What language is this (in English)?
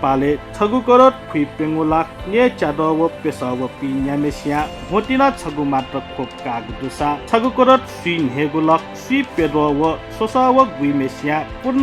Newari